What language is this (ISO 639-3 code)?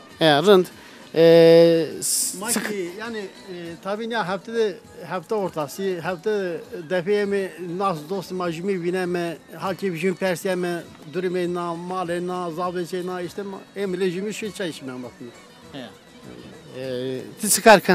zza